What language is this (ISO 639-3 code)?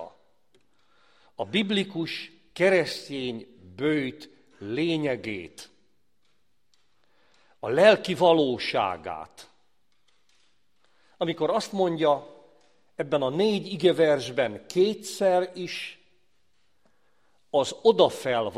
hun